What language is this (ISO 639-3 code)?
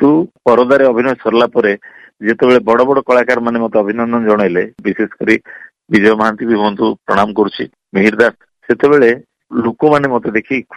ori